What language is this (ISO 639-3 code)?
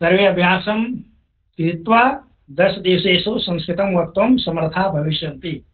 san